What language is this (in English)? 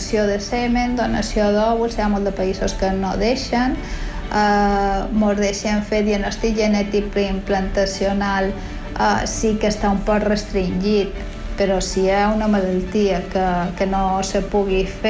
Catalan